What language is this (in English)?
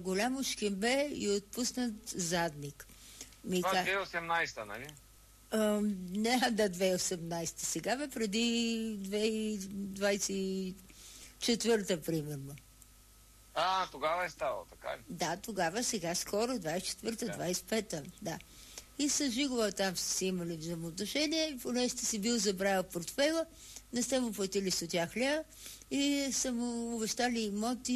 Bulgarian